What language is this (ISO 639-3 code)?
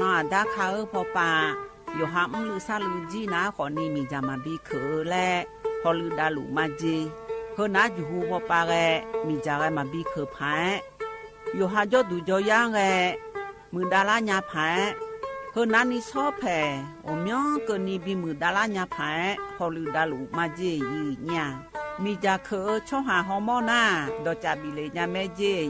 ahk